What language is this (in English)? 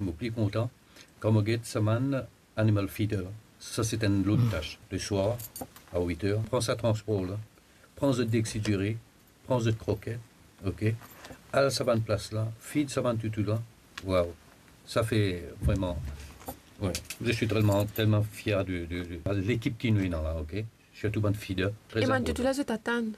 Morisyen